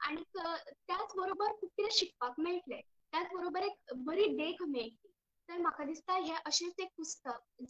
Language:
Konkani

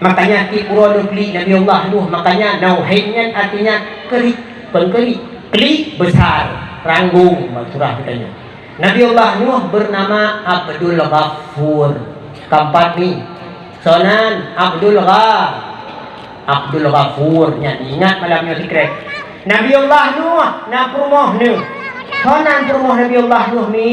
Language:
Achinese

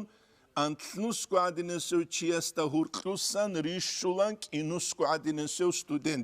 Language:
Avaric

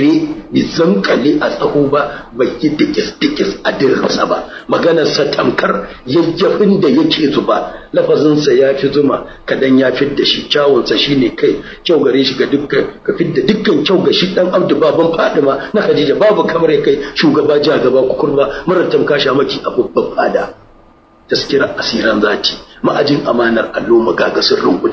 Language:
Hausa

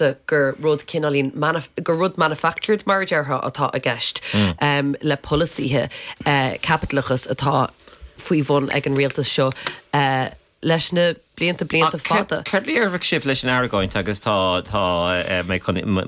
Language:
Irish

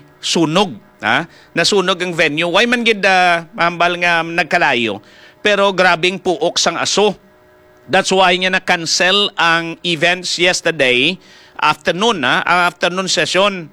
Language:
Hiligaynon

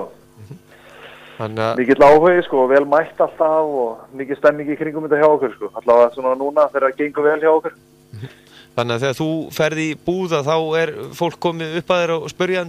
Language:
Icelandic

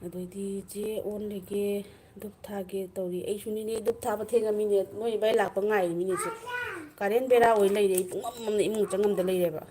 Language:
Manipuri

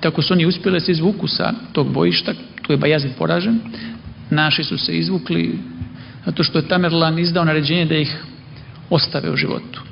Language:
Serbian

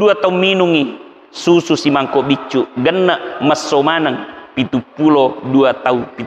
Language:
Buginese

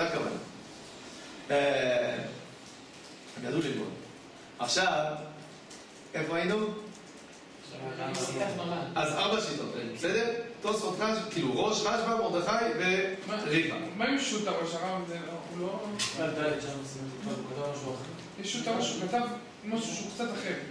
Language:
Hebrew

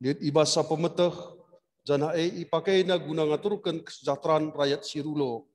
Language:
Batak Karo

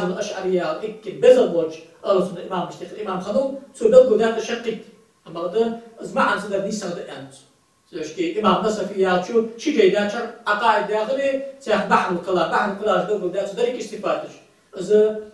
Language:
Ingush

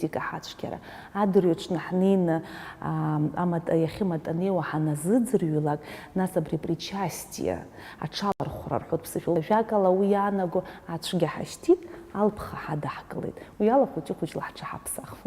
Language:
Abkhazian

